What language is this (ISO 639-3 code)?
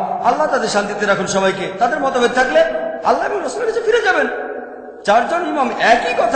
ben